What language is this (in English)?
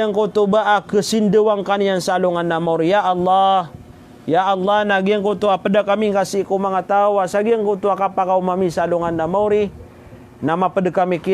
Maranao